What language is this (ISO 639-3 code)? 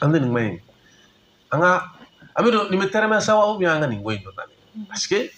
bam